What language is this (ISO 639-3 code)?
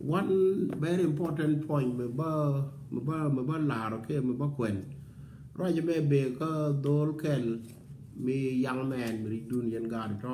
nus